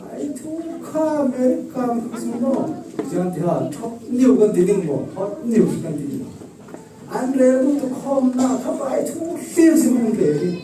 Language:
Falam Chin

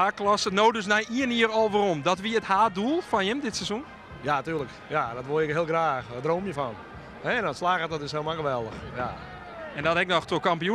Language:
Western Frisian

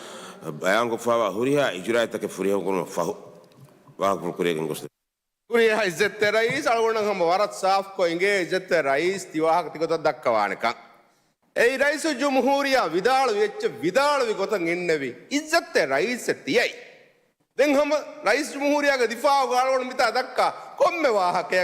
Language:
Divehi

